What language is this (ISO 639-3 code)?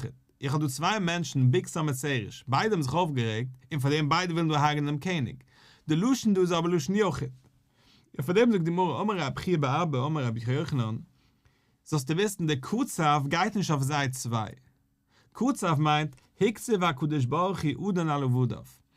yid